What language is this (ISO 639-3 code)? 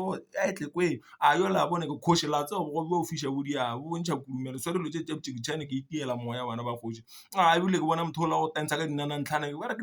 nso